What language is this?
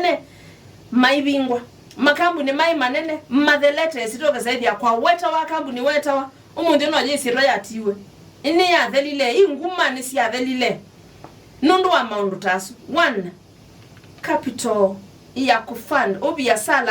Kamba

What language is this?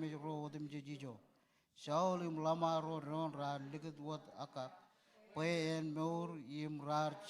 Marshallese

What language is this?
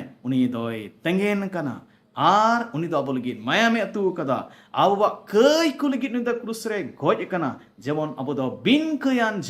Santali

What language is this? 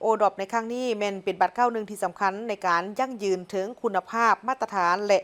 Lao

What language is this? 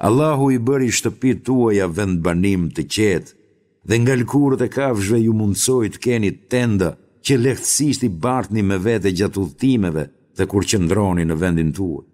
Albanian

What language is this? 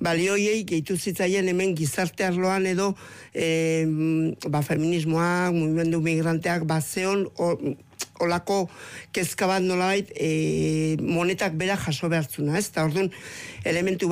Basque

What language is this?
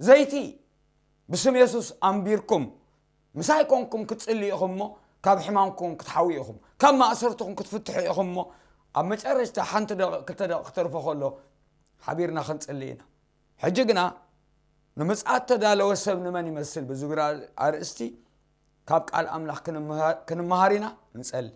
Tigrinya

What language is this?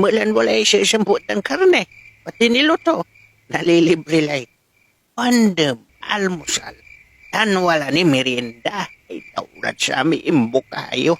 Pangasinan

